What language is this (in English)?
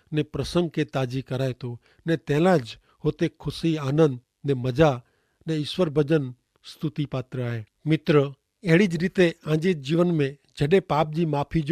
Kachhi